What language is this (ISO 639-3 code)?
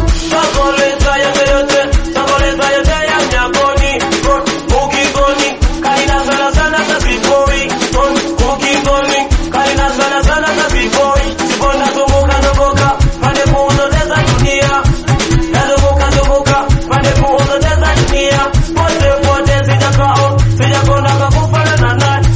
swa